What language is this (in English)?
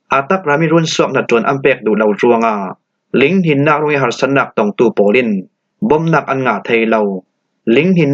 Falam Chin